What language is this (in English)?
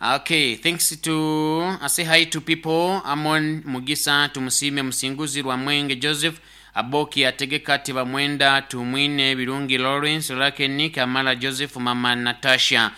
Nyoro